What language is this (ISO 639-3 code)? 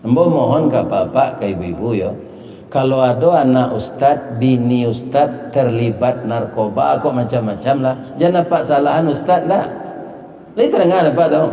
min